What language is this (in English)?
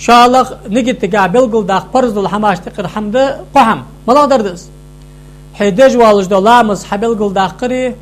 Ingush